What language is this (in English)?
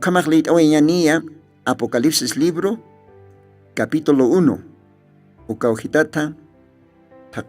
Aymara